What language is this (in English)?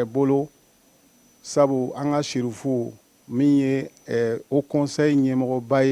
Bambara